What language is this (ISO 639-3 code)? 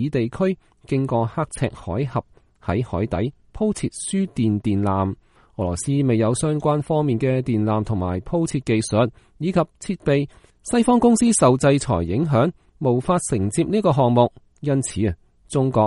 yue